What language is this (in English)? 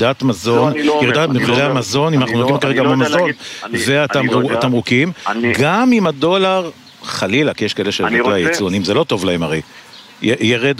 Hebrew